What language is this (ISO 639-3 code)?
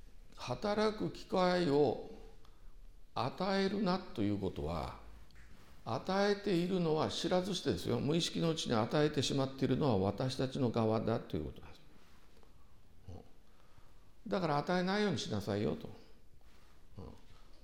jpn